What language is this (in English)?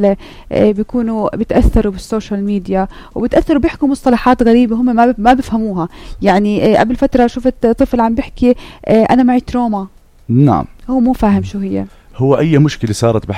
North Levantine Arabic